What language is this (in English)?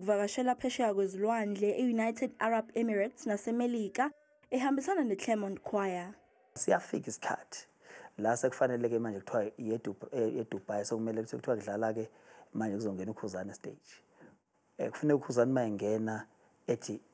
Zulu